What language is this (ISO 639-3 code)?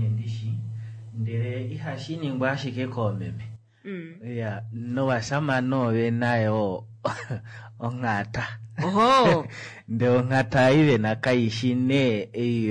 kua